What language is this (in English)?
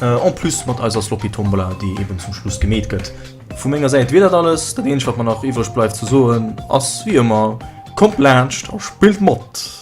Luxembourgish